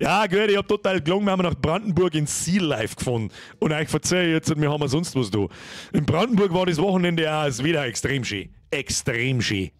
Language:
Bavarian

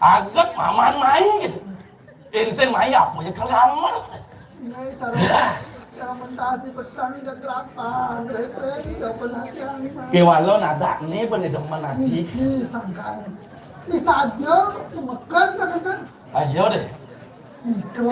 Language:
Balinese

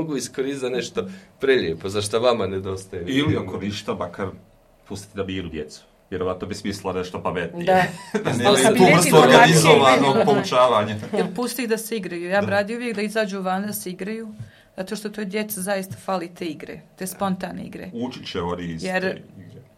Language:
Croatian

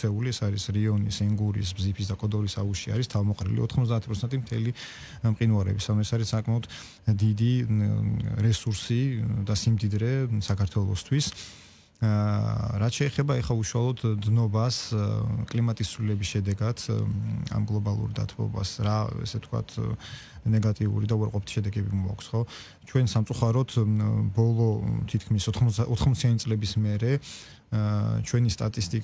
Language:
Georgian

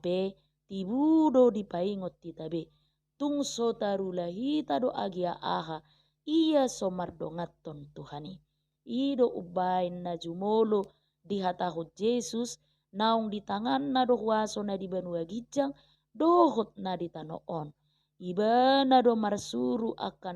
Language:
Batak Toba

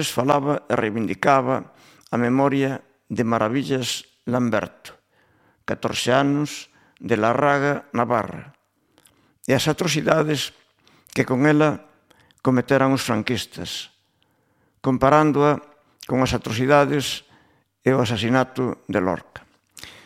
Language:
Galician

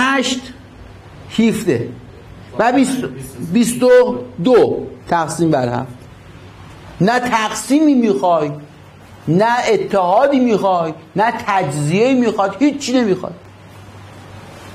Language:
Persian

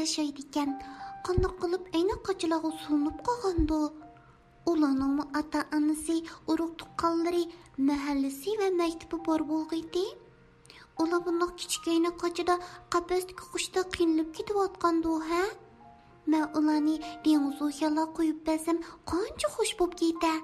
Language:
Uyghur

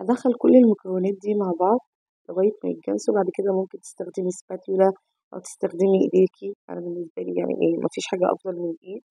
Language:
Egyptian Arabic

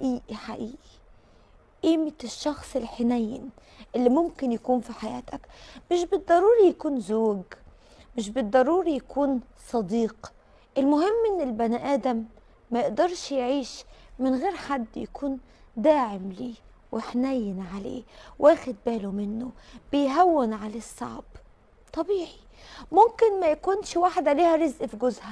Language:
Egyptian Arabic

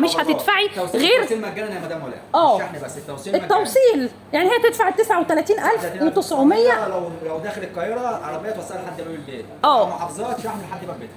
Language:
Egyptian Arabic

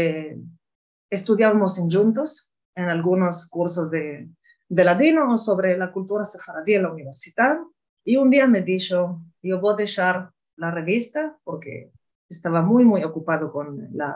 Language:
Ladino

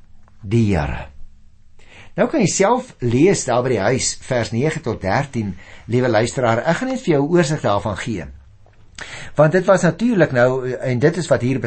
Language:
Afrikaans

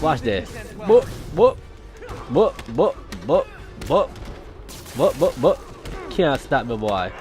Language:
Jamaican Creole English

